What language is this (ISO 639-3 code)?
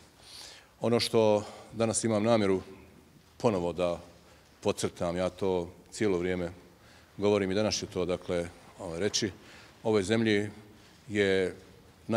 bos